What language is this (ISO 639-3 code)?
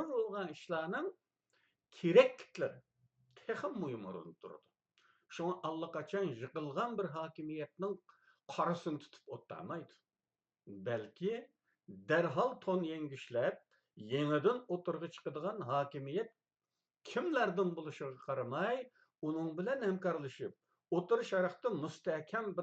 uig